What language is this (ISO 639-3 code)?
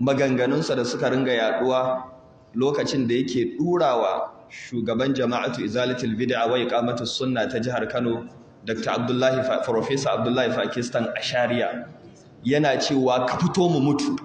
hau